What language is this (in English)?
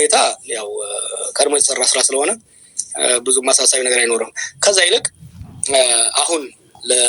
Amharic